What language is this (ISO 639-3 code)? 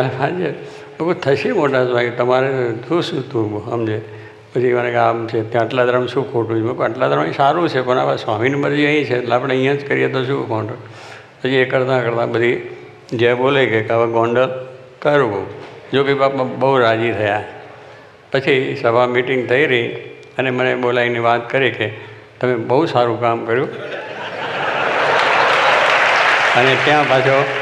guj